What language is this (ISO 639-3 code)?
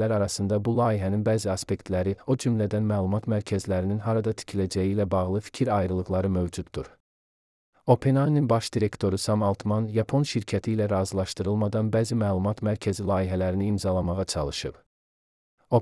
aze